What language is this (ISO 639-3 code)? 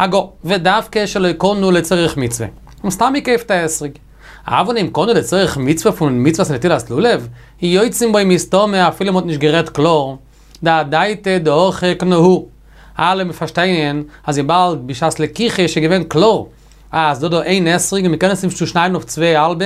yid